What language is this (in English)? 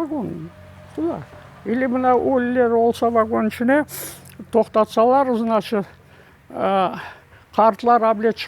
Crimean Tatar